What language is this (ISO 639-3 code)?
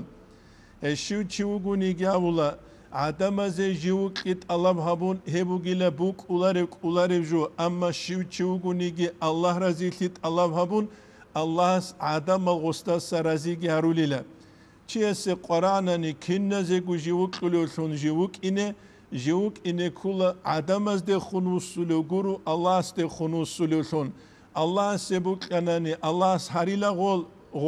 ava